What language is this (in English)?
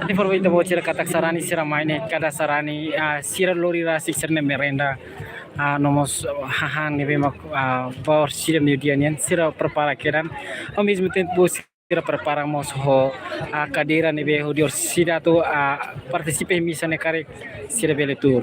Tetum